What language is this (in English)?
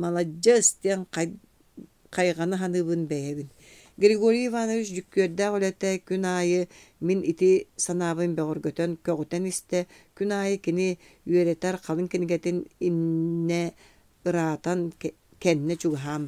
Yakut